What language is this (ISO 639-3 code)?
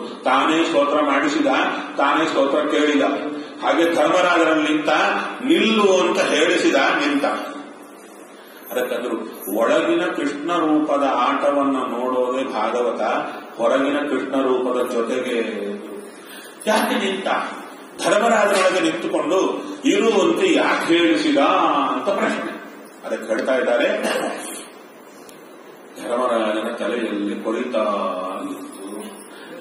kan